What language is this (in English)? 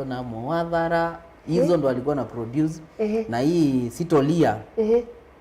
Kamba